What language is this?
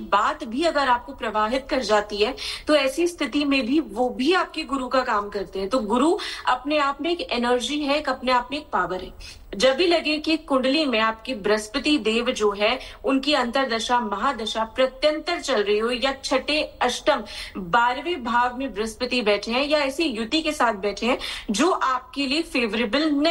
Hindi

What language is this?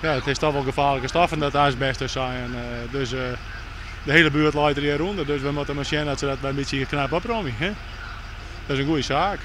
Western Frisian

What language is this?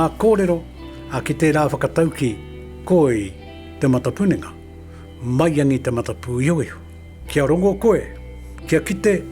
Māori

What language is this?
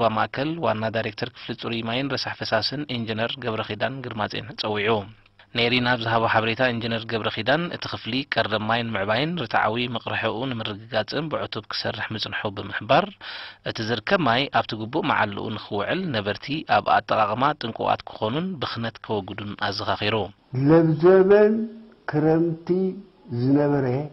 Tigrinya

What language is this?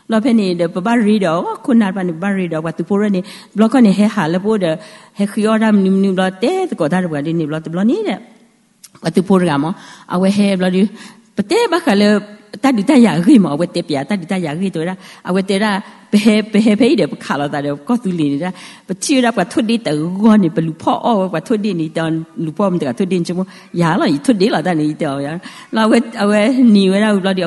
S'gaw Karen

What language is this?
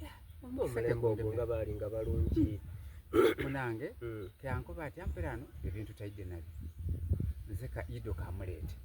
Soga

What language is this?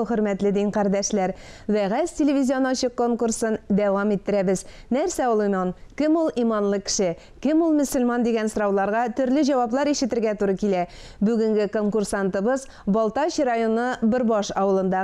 Tatar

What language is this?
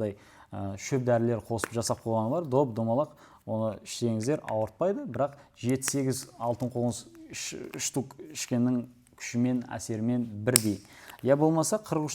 Kazakh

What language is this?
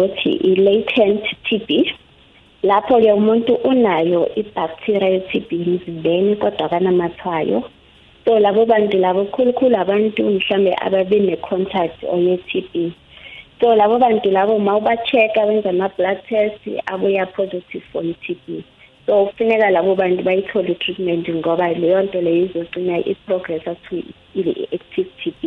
South Ndebele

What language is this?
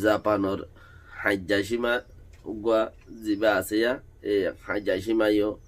Rohingya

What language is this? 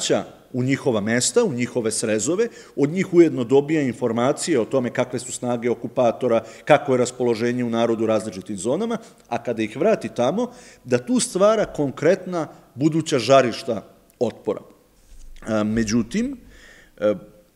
Serbian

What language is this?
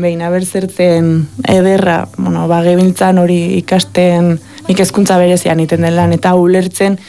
Basque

